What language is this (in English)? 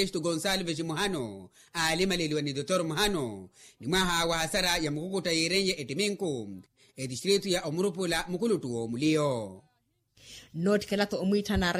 Makhuwa